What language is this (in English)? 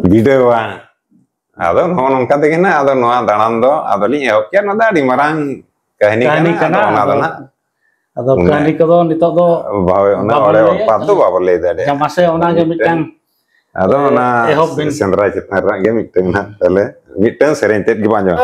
Santali